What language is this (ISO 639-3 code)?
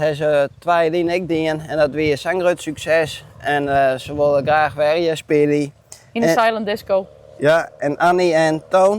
fry